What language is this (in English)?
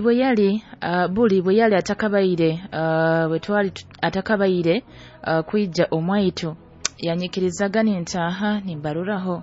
Nyoro